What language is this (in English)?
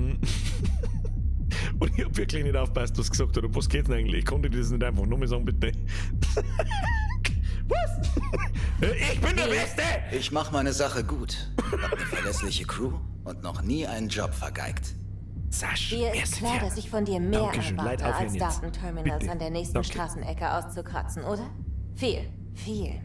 Bavarian